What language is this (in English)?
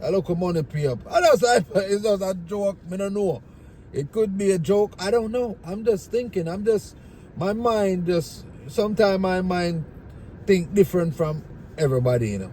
Jamaican Creole English